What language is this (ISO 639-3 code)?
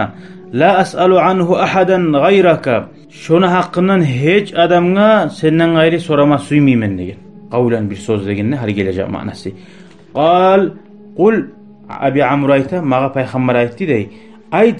kum